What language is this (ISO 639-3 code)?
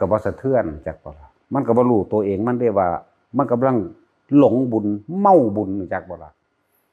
tts